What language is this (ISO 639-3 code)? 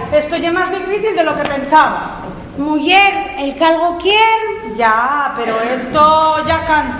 ast